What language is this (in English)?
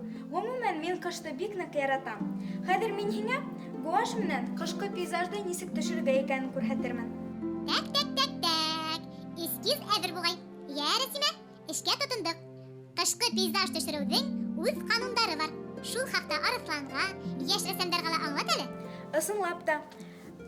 Bashkir